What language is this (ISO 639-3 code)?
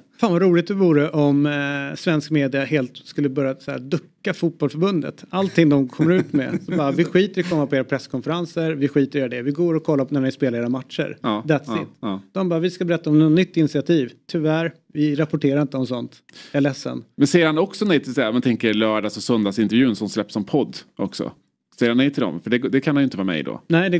swe